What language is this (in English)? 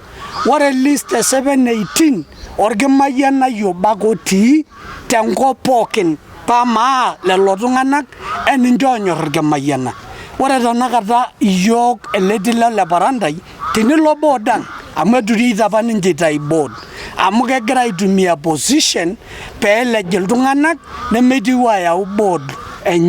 Masai